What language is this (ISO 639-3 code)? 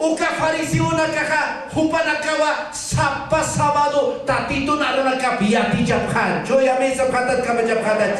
aym